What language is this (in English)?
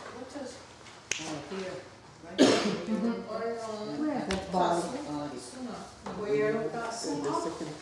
Mohawk